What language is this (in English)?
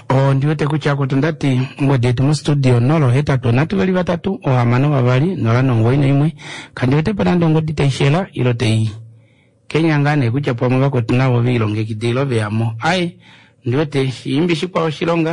Kuanyama